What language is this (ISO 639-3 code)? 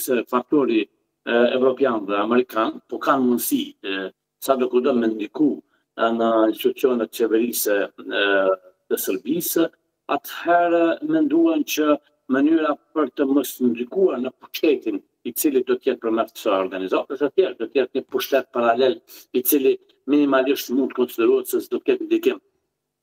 sqi